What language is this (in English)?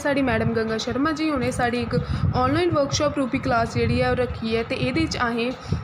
Dogri